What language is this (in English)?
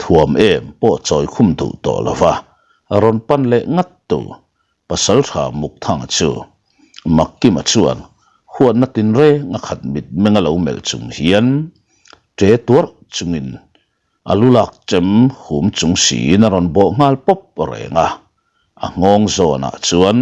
Mizo